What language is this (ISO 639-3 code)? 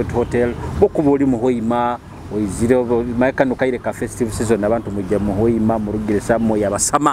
nyo